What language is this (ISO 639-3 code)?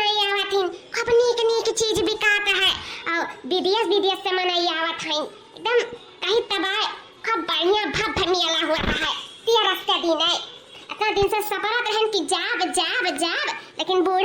awa